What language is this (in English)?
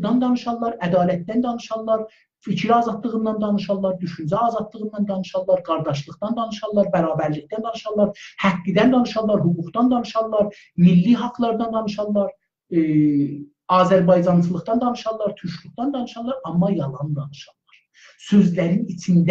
South Azerbaijani